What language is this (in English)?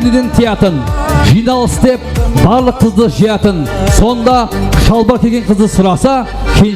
Kara-Kalpak